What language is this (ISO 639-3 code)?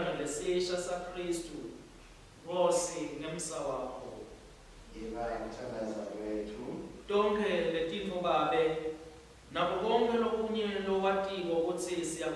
ssw